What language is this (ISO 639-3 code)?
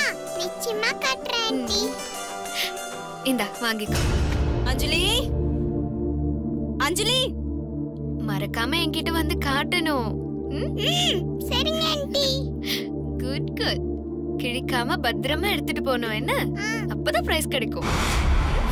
tam